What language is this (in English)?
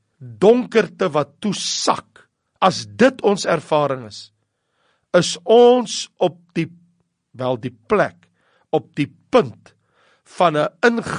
Afrikaans